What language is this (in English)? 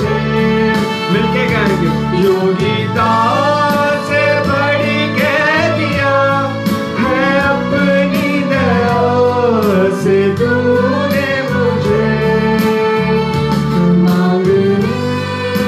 Urdu